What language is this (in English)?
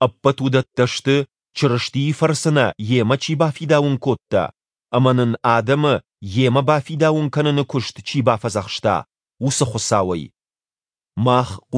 Ossetic